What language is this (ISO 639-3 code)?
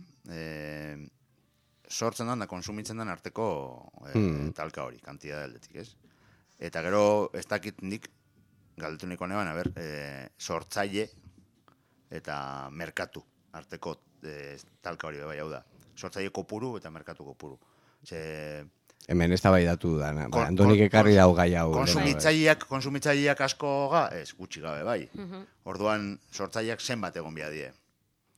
eus